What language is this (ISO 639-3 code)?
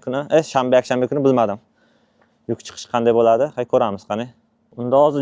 uzb